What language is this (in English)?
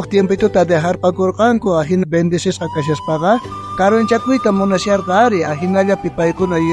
South Bolivian Quechua